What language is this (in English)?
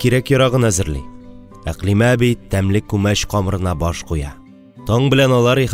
Tatar